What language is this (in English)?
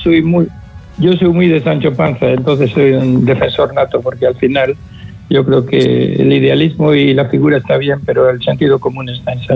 Spanish